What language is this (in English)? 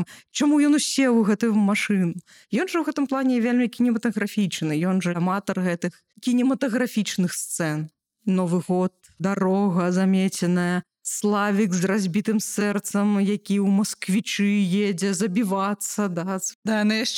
Belarusian